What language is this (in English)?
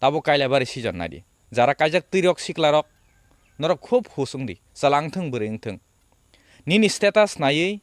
Kok Borok